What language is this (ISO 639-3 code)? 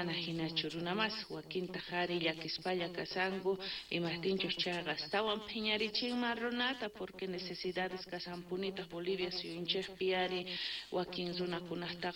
quh